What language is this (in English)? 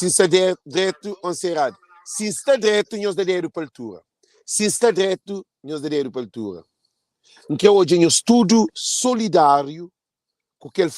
Kabuverdianu